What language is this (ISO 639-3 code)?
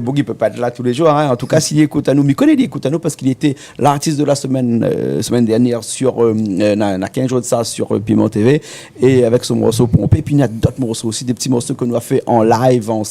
rcf